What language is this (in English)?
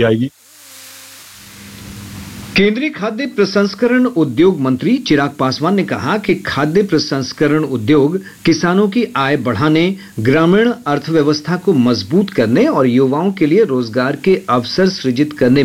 Hindi